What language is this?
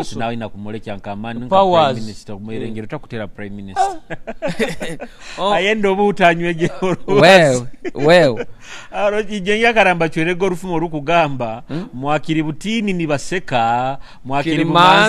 Nyoro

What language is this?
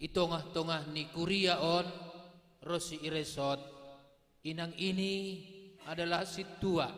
Batak Simalungun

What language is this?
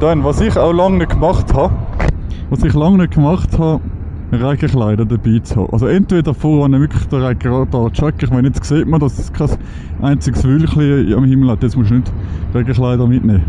Swiss German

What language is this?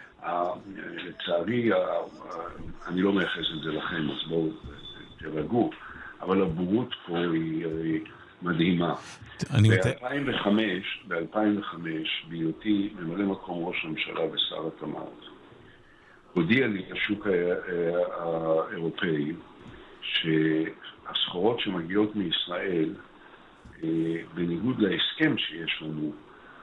Hebrew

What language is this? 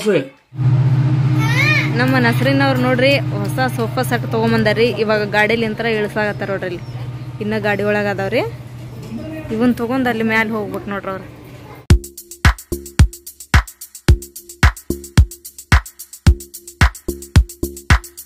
Kannada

